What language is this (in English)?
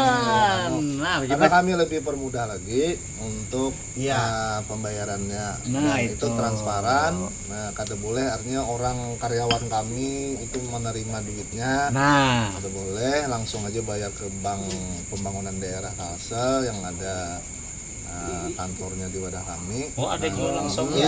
Banjar